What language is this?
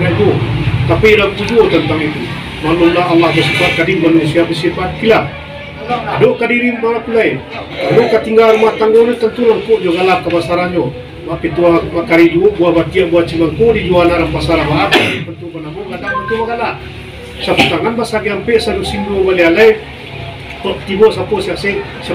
Minangkabau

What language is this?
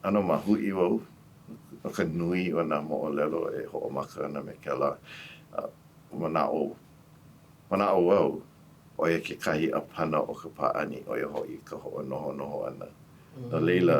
Hawaiian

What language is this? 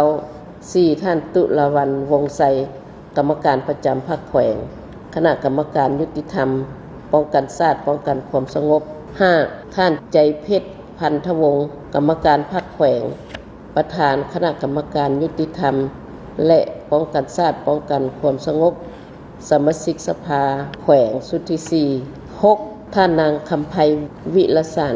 Lao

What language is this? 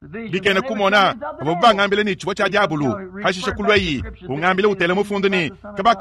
Luba-Lulua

